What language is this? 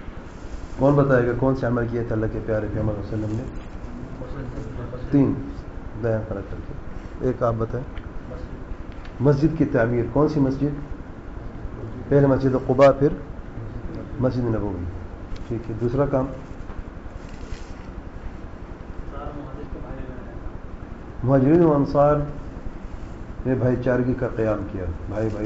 Urdu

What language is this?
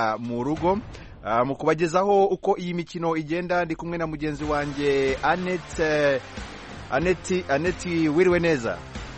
Kinyarwanda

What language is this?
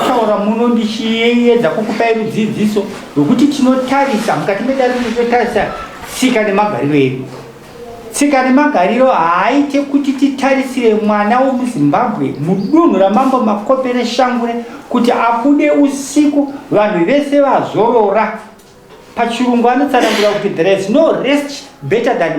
Shona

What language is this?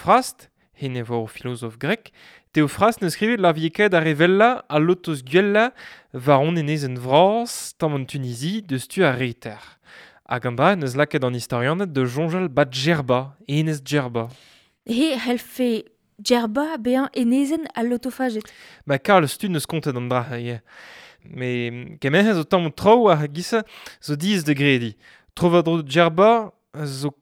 Breton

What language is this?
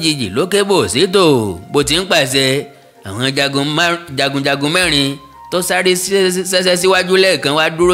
Yoruba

